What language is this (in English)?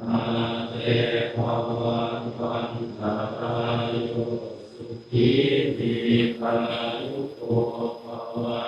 Northeastern Thai